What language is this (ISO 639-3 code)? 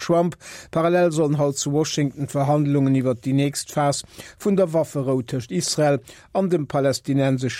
ltz